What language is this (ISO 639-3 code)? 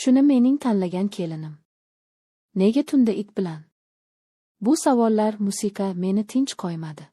uzb